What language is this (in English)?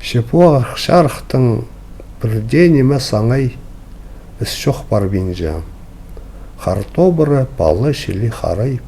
Khakas